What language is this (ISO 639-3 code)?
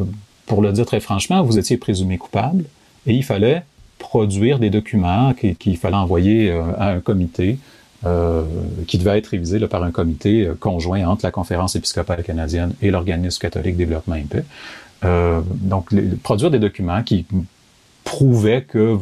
fra